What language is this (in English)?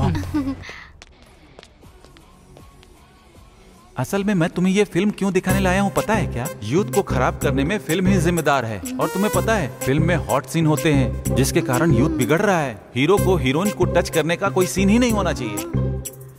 Hindi